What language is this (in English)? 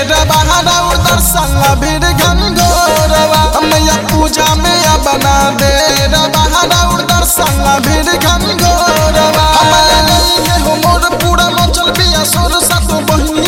Bhojpuri